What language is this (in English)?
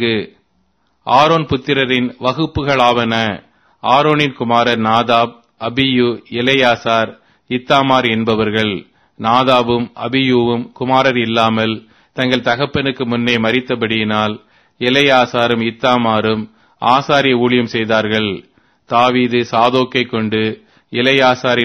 Tamil